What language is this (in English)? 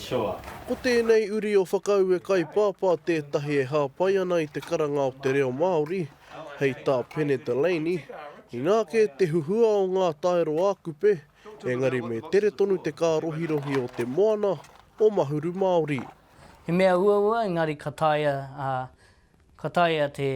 Māori